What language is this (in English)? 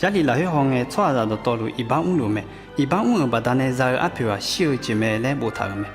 Akha